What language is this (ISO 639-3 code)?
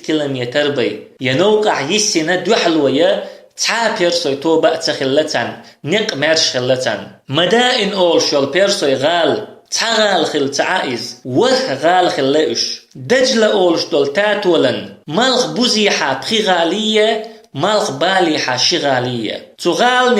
che